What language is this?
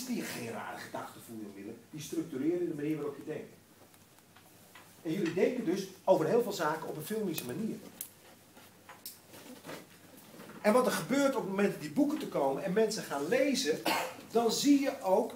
Dutch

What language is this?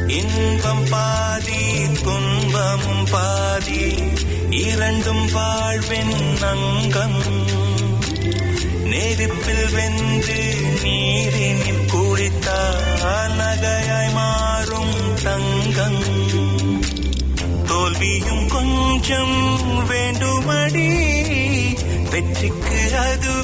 Tamil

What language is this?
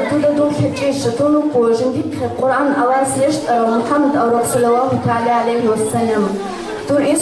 Avaric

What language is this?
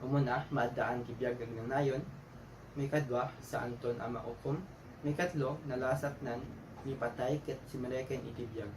Iloko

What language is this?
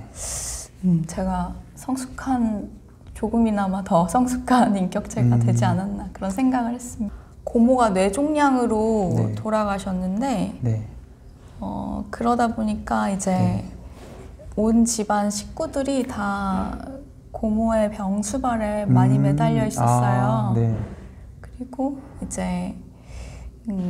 Korean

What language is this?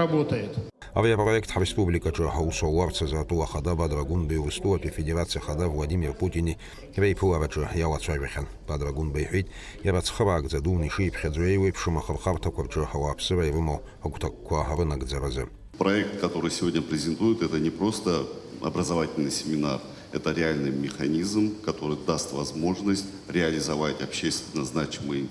Abkhazian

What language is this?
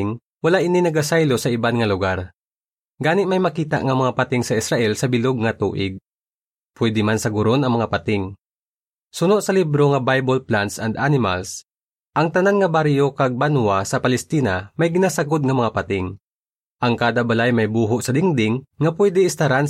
Hiligaynon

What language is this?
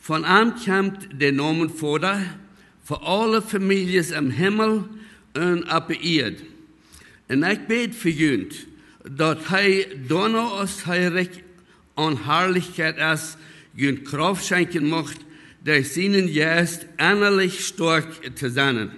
Plautdietsch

